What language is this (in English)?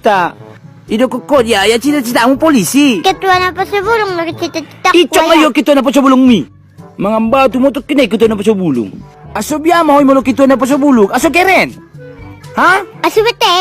Batak Toba